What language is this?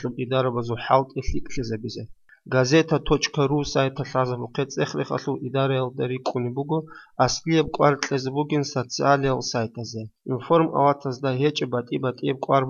Avaric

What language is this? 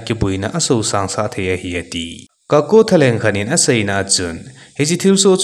Thado Chin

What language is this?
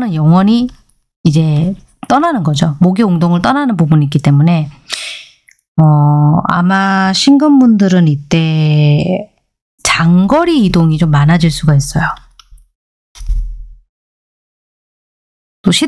Korean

